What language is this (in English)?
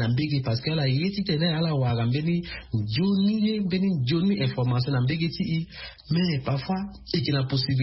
Sango